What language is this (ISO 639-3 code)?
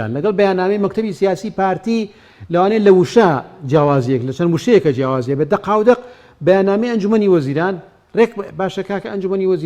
ckb